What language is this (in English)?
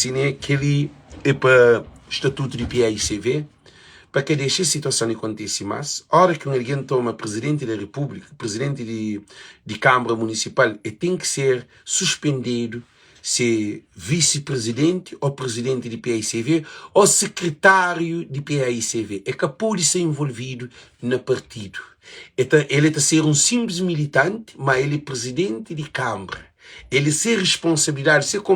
Kabuverdianu